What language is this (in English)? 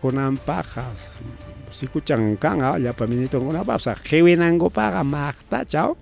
Ayacucho Quechua